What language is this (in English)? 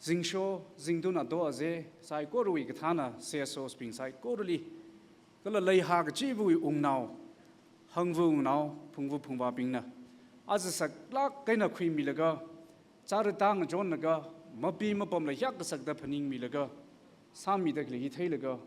Tangkhul Naga (India)